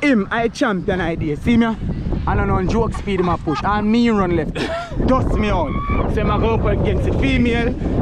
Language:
Jamaican Creole English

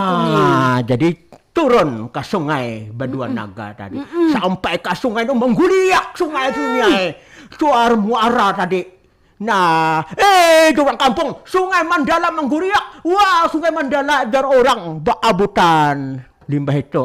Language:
Banjar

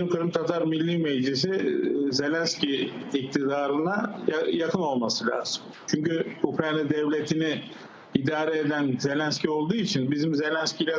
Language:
Crimean Tatar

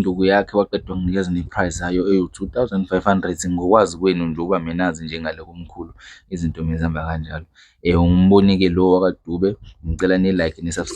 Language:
Zulu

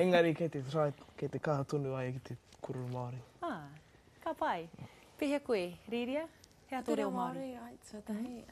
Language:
Māori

